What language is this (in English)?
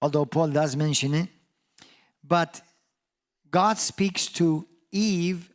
English